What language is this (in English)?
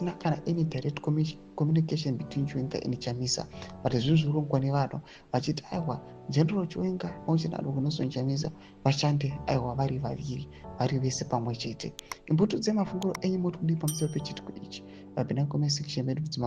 Shona